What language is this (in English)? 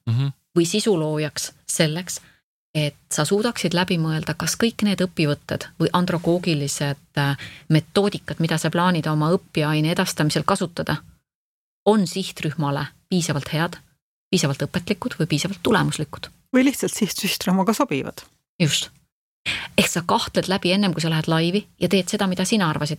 Estonian